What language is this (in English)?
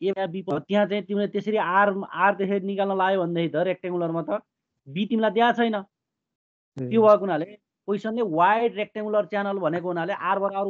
Nepali